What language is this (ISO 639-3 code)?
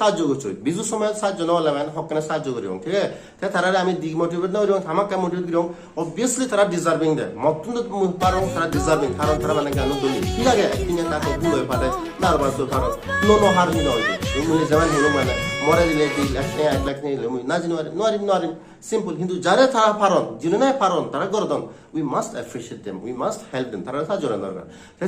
ccp